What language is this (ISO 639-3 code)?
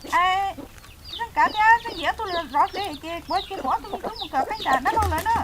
hmn